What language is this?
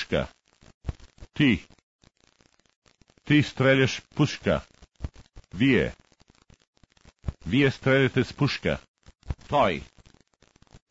Bulgarian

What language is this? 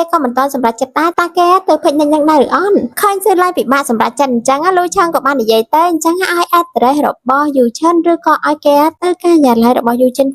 Khmer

